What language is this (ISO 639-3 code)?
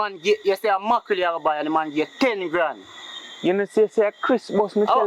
jam